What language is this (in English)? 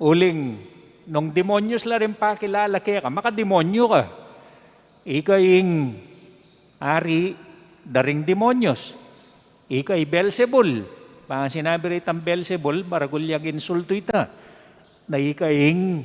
Pampanga